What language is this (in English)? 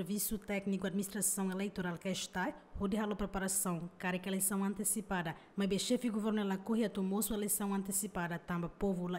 Tetum